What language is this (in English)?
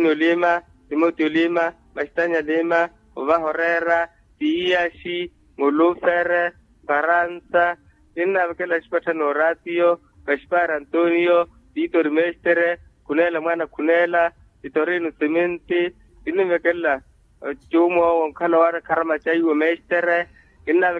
Makhuwa